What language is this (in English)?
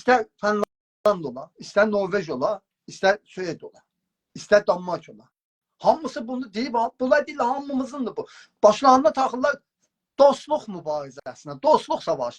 South Azerbaijani